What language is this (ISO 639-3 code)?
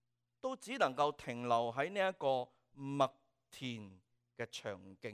yue